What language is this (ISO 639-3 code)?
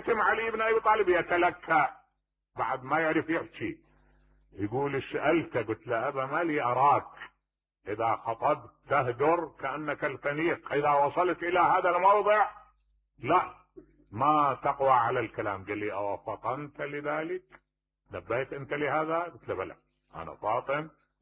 acm